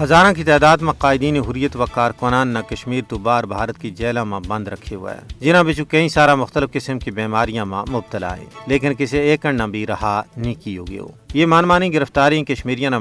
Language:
Gujari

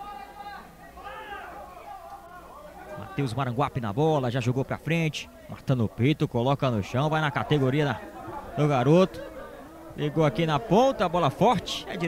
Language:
Portuguese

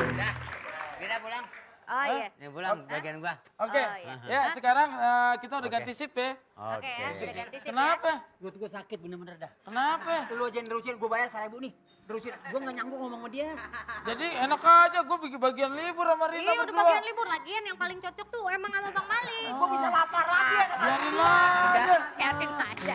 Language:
Betawi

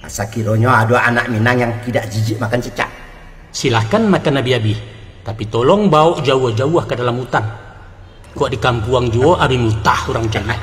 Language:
Minangkabau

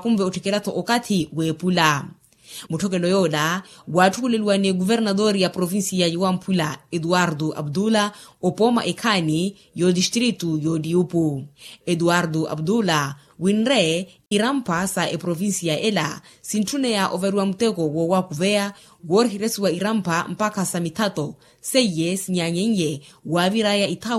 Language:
Makhuwa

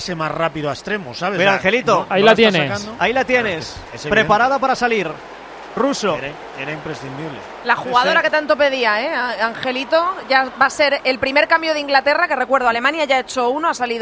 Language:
Spanish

